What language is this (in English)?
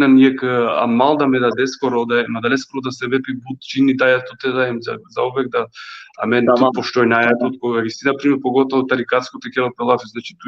Balkan Romani